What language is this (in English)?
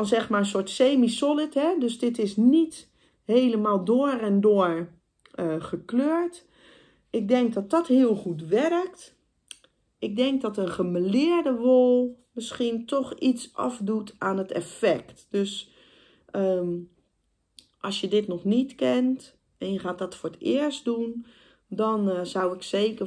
Dutch